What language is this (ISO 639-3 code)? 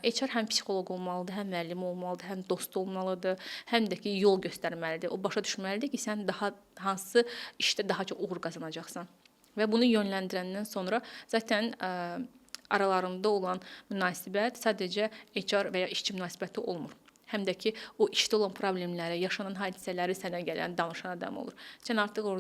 aze